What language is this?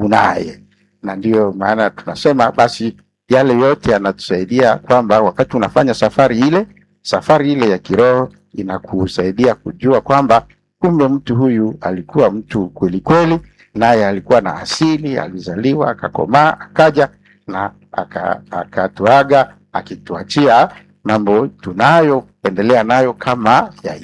Swahili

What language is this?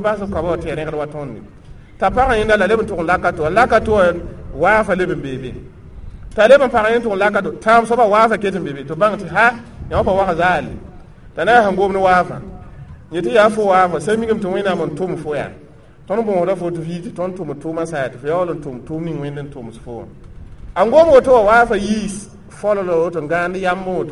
Mossi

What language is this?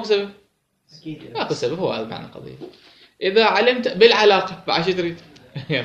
Mesopotamian Arabic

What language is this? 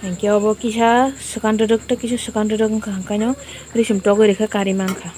Kok Borok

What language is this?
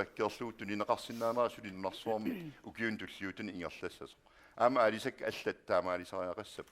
Kalaallisut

